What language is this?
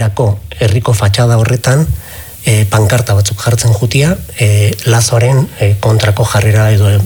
Basque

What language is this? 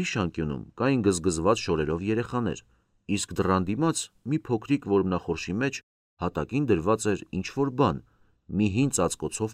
Armenian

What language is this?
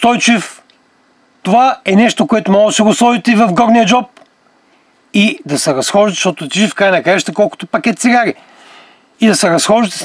Bulgarian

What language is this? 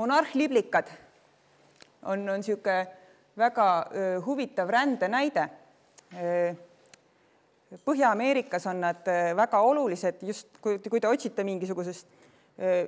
Estonian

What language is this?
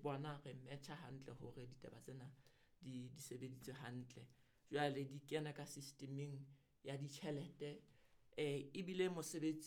Southern Sotho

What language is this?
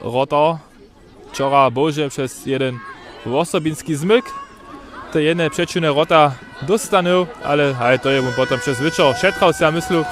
Upper Sorbian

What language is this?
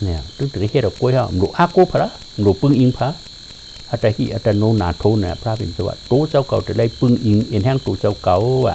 Shan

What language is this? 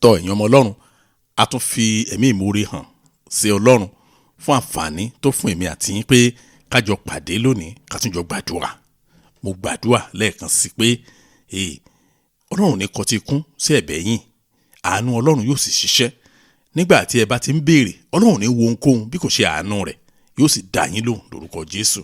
Yoruba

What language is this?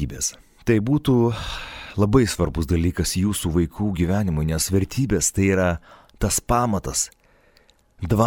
Lithuanian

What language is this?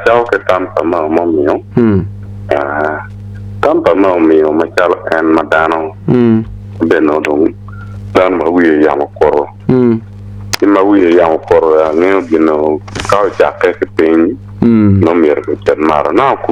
Acoli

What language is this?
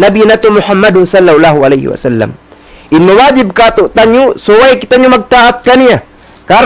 Tausug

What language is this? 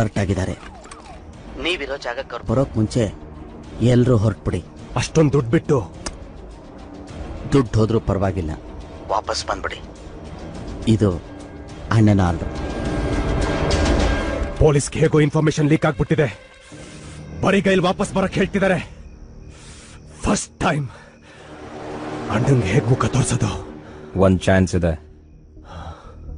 Kannada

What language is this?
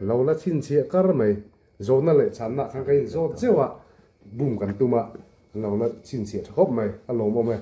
Mizo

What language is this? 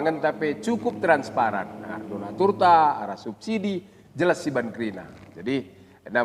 Batak Karo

